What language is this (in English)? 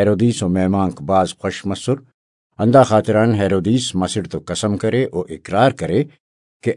Brahui